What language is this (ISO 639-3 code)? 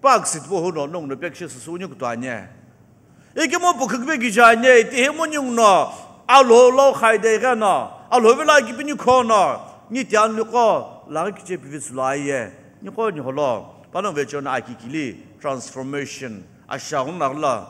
nsm